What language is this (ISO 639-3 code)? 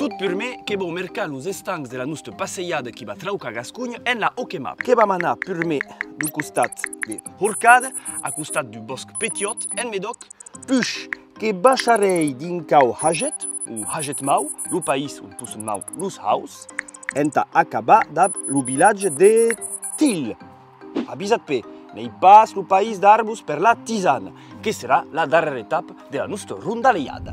oci